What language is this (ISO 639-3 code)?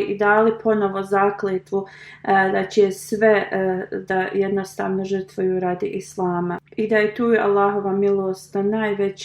bos